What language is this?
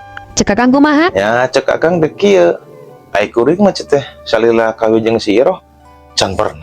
Sundanese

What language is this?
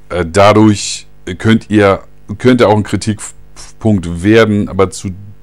German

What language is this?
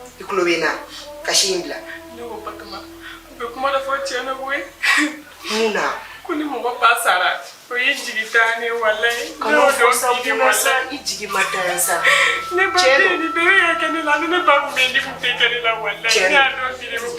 Bambara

